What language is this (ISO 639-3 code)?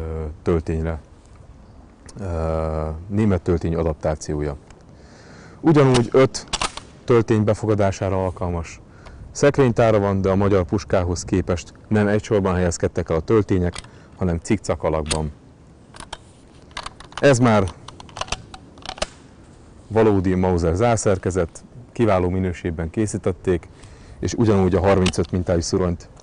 hun